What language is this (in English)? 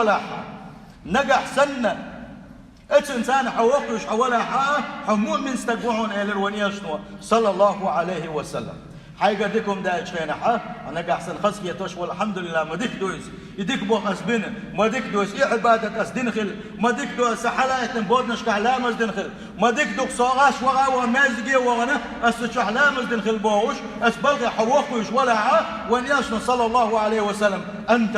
Chechen